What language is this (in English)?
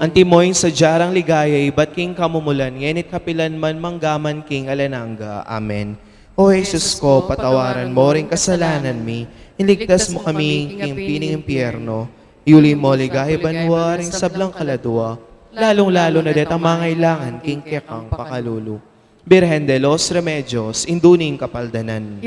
Pampanga